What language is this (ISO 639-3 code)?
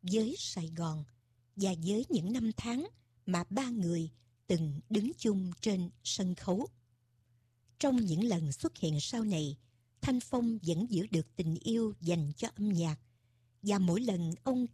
vie